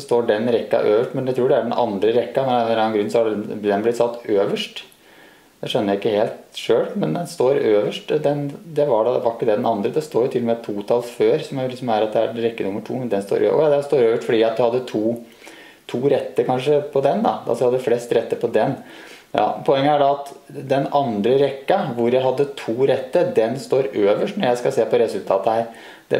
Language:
Norwegian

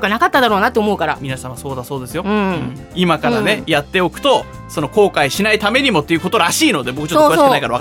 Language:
Japanese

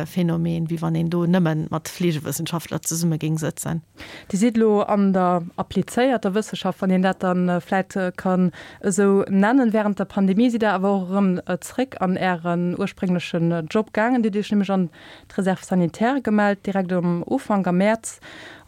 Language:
Luxembourgish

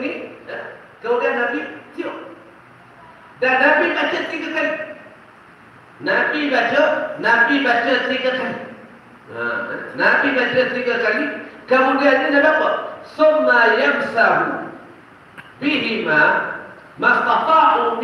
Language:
Malay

